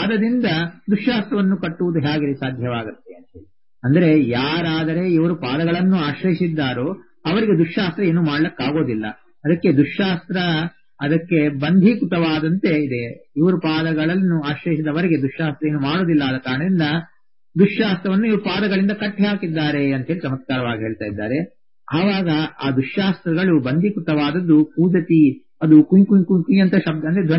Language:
Kannada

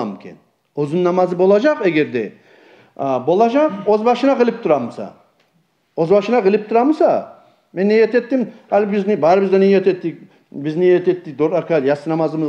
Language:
Kumyk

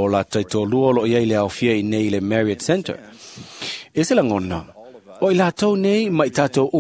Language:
Samoan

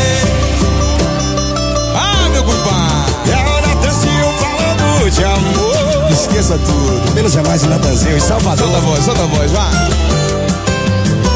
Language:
Portuguese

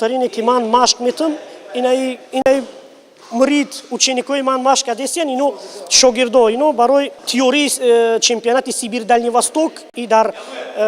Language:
Tajik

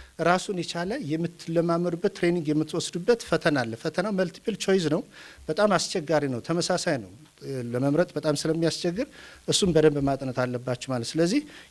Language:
Amharic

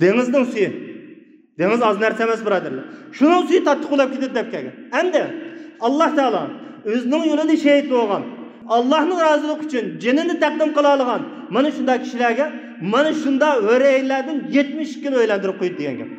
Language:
Uyghur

